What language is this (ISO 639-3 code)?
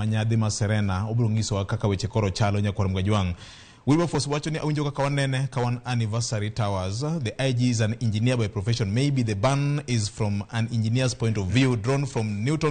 luo